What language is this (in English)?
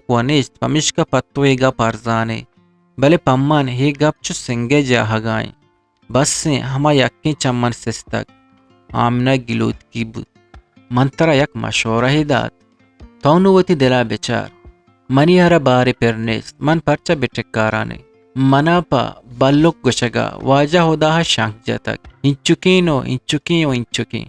Eastern Balochi